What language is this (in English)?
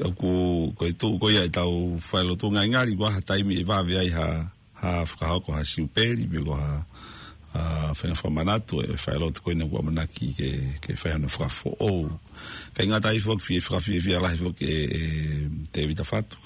Tongan